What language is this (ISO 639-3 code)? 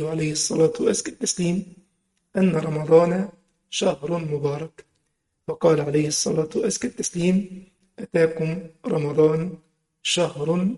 ara